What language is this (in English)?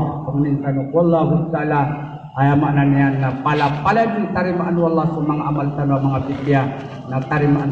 Maranao